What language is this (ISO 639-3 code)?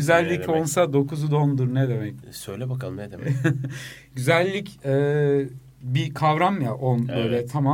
tur